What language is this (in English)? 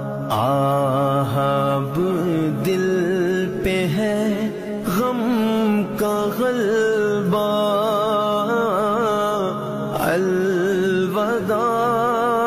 Urdu